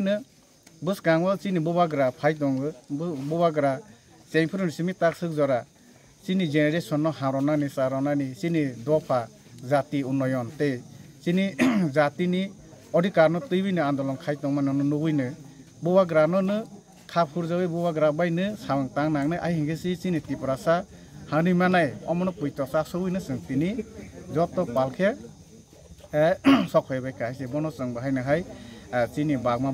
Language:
Kok Borok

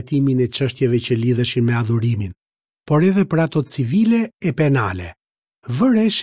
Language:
Albanian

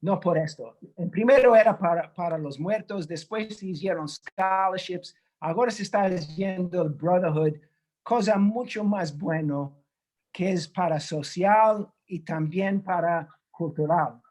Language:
Ladino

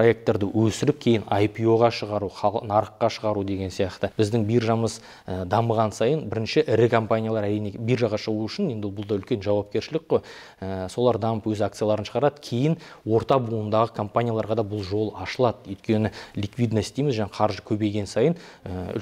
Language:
Kazakh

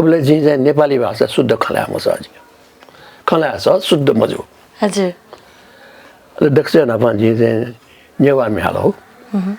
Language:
Newari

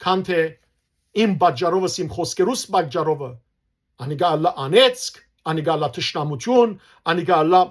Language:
Western Armenian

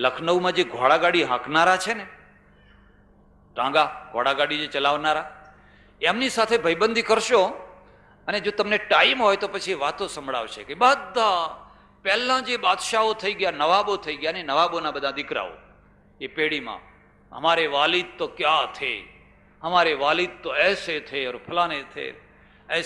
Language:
Gujarati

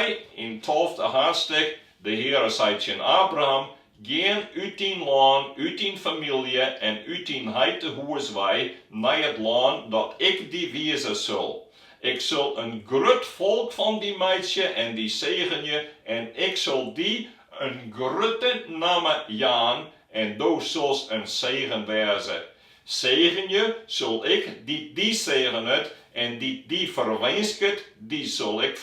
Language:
Western Frisian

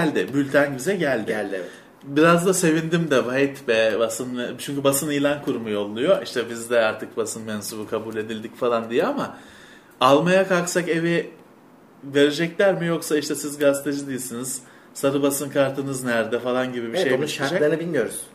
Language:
Turkish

